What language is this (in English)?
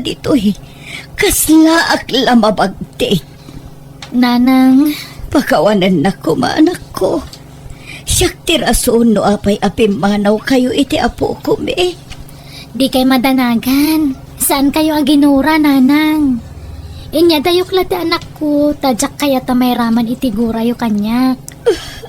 Iloko